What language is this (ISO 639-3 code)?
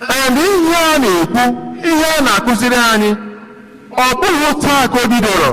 ibo